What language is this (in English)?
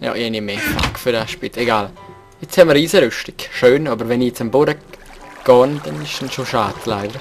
Swiss German